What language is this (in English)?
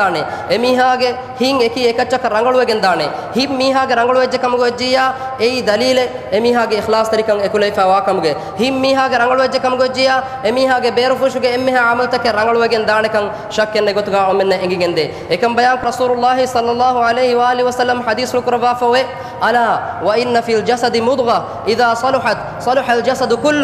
Divehi